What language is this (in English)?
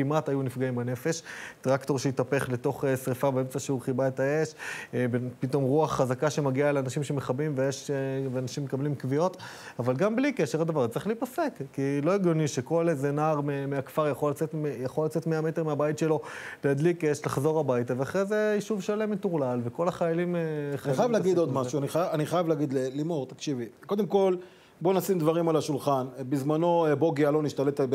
Hebrew